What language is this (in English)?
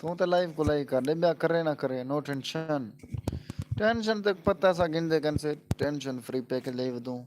Saraiki